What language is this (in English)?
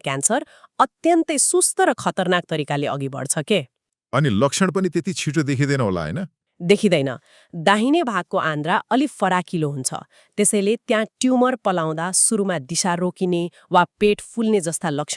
Nepali